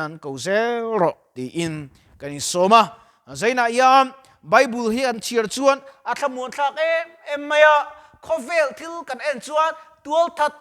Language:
Mizo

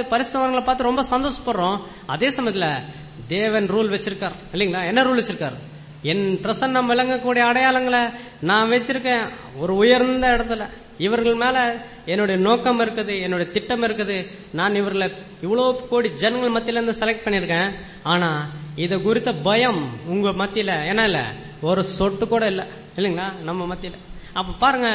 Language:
Tamil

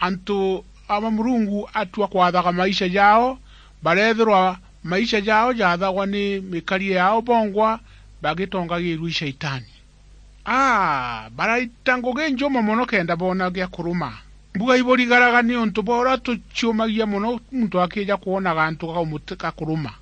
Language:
Meru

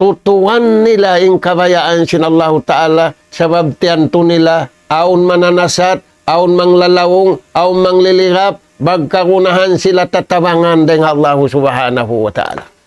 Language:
Tausug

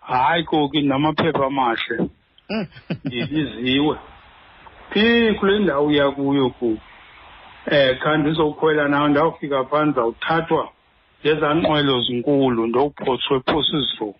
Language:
Xhosa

